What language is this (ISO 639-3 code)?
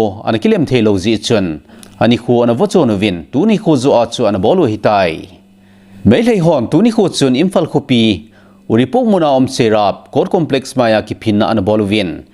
tcz